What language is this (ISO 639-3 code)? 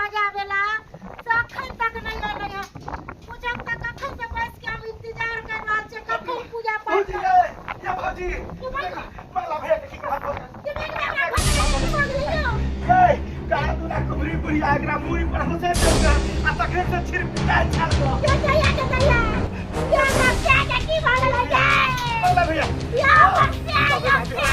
mai